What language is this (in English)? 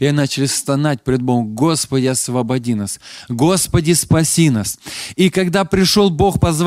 Russian